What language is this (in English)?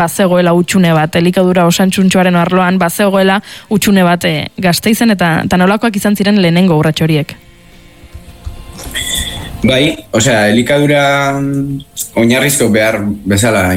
Basque